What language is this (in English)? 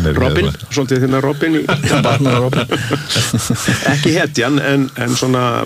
Icelandic